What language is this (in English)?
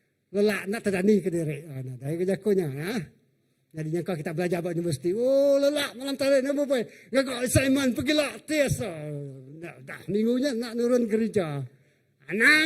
Iban